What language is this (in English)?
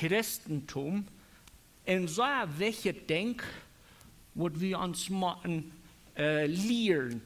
Plautdietsch